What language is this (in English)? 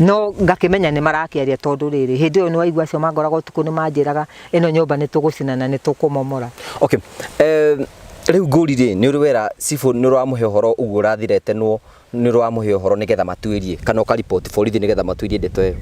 Kikuyu